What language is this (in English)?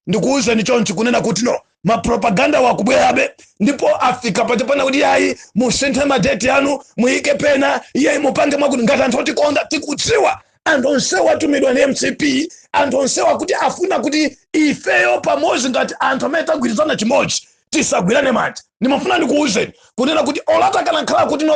Nyanja